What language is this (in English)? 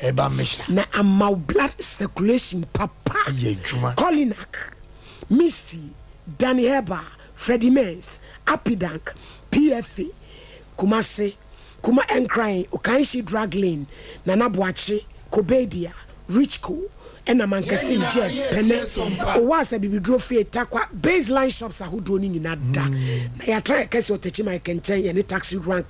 Akan